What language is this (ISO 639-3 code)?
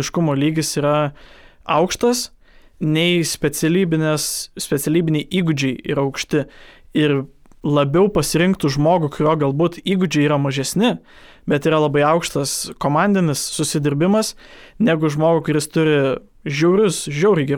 lit